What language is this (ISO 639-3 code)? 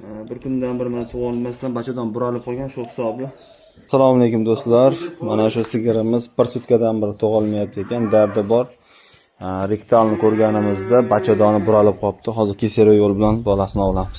uzb